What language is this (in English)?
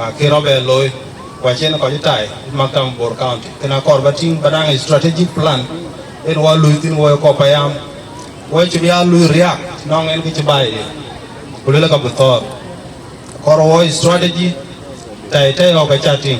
Dinka